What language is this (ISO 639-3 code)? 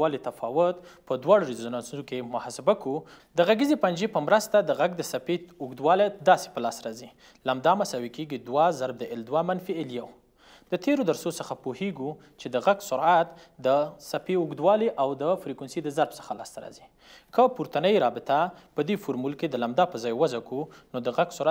pus